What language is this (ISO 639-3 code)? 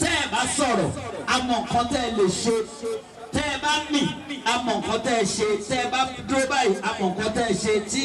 yor